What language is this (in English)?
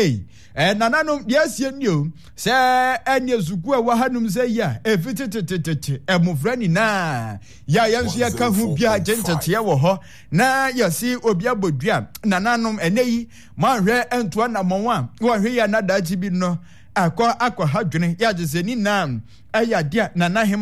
Akan